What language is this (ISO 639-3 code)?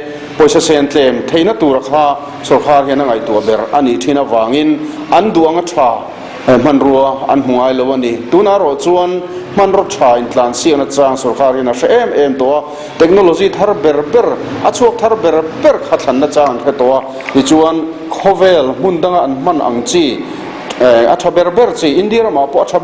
lus